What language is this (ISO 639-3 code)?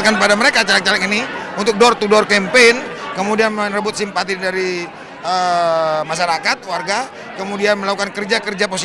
ind